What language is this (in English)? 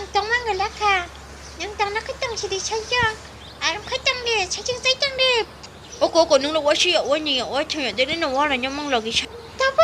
Kok Borok